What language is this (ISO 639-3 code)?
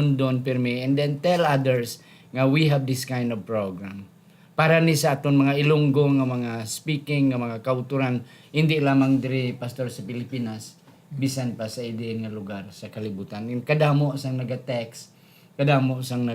hil